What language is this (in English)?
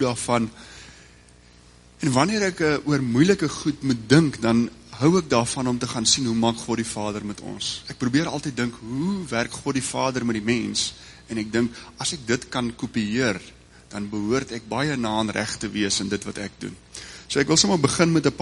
Afrikaans